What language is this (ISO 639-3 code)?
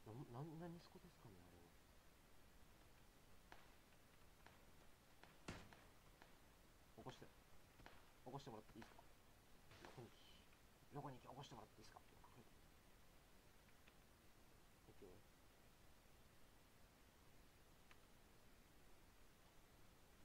jpn